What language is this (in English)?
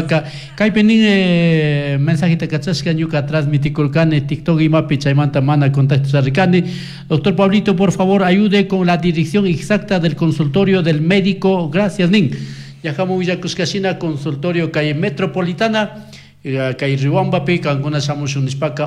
Chimborazo Highland Quichua